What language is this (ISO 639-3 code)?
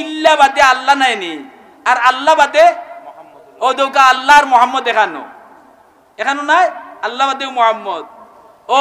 syl